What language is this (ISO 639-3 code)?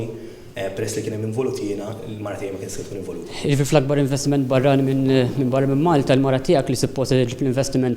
mlt